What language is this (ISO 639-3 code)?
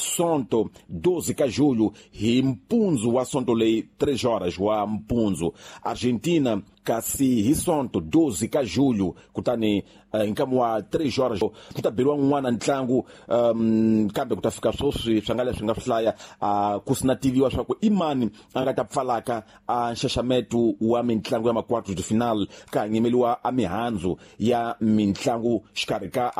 tso